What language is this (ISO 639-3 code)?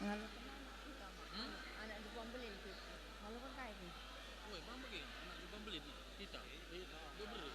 btx